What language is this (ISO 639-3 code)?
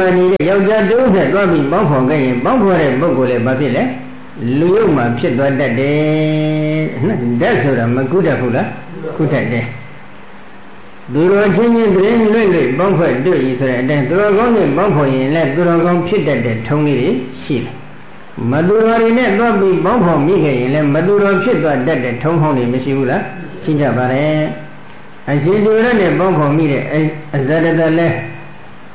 mya